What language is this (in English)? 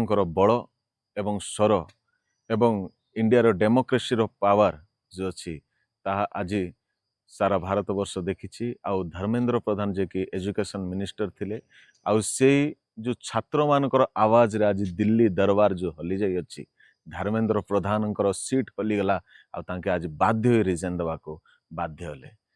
Odia